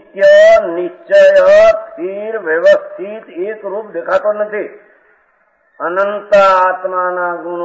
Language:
Gujarati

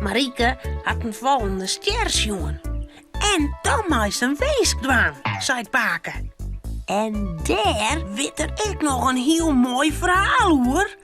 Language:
Western Frisian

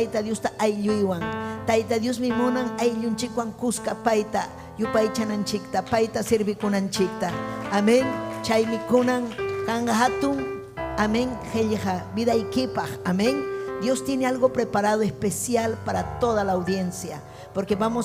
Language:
Ayacucho Quechua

